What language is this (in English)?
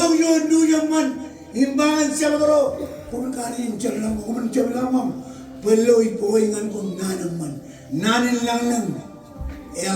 Marshallese